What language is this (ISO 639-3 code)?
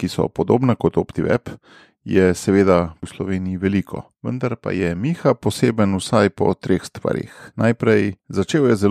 slv